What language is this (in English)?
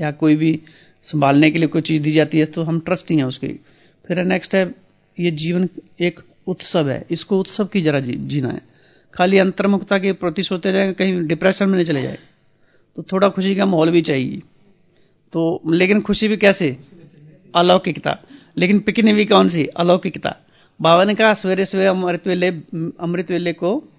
Hindi